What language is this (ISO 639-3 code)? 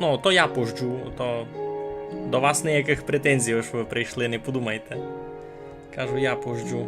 rue